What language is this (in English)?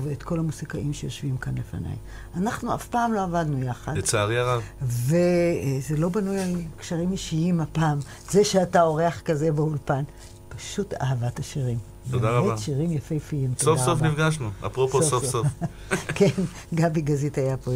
Hebrew